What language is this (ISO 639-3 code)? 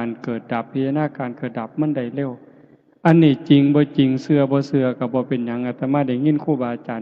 tts